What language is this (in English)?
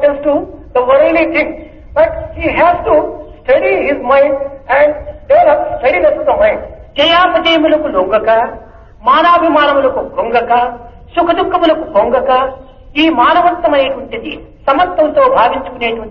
Telugu